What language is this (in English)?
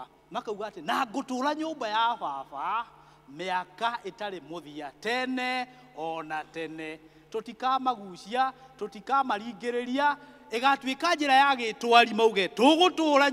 Kikuyu